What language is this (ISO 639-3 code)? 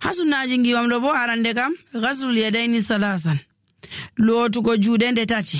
fuv